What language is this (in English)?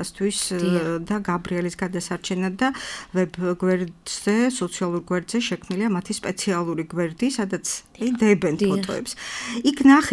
Georgian